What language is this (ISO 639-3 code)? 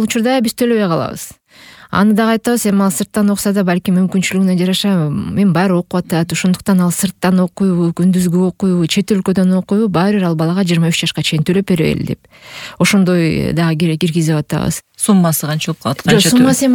kir